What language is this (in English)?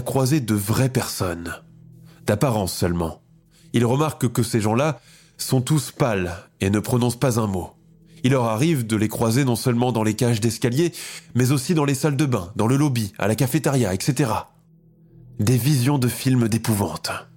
French